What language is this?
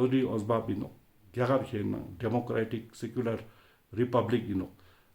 Ladakhi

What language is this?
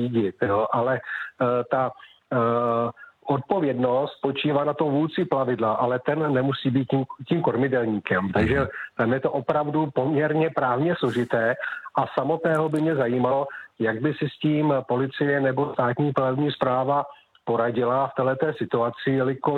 Czech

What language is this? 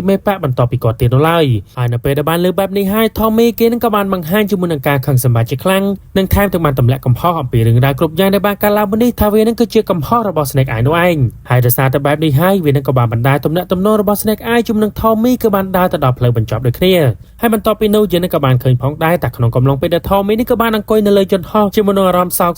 Khmer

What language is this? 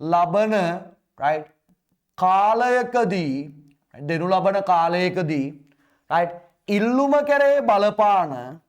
Sinhala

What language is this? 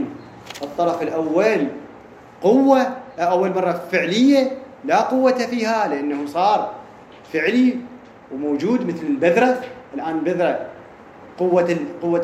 Arabic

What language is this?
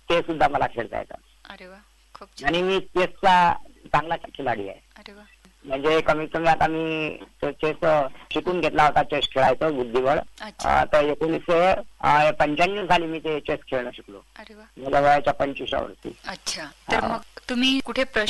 Marathi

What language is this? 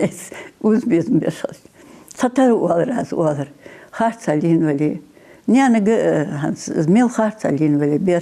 Ingush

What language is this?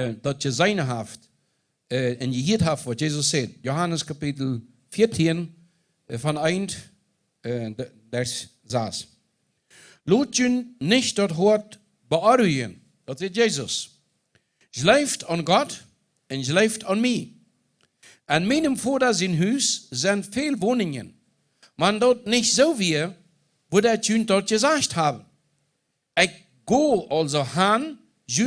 Plautdietsch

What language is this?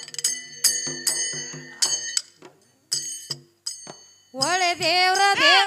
Kannada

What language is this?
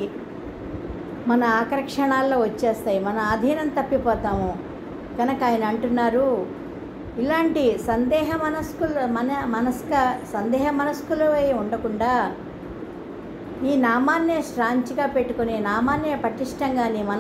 Telugu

